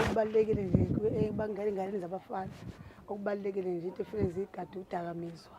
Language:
Zulu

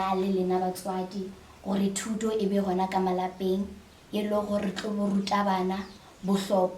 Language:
Northern Sotho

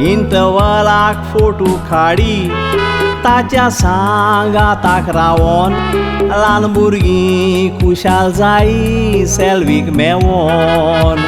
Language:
Konkani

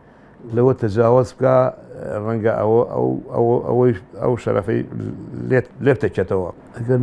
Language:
Central Kurdish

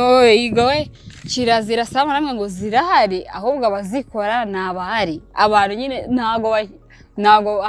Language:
Kinyarwanda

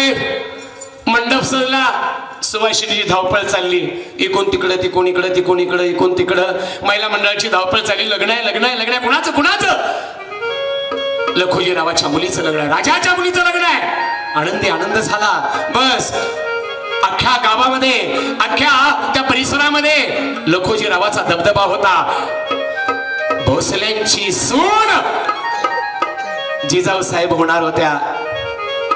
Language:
Marathi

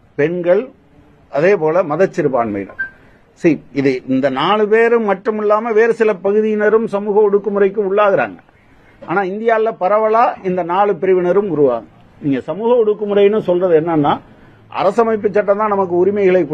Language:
Tamil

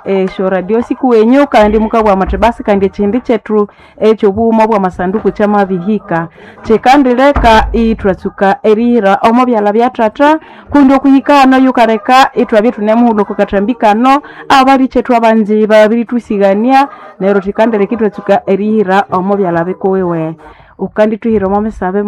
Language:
Nande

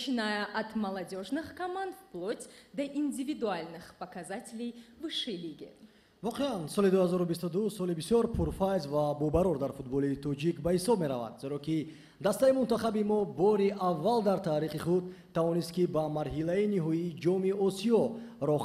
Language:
Tajik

